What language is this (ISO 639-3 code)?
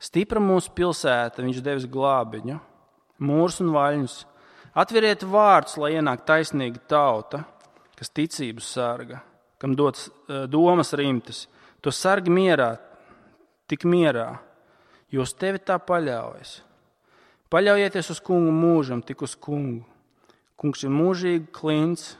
lav